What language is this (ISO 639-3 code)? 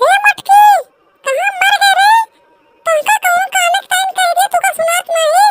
awa